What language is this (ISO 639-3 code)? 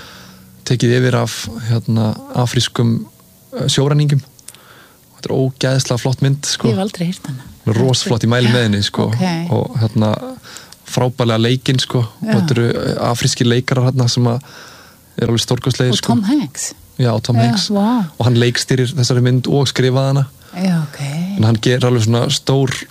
isl